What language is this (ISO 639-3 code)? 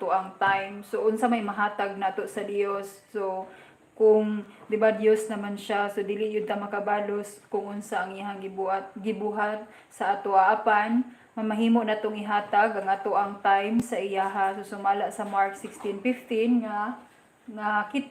ceb